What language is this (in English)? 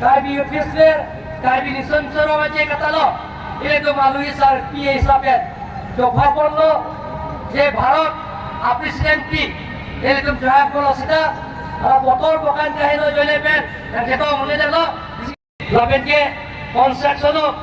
Karbi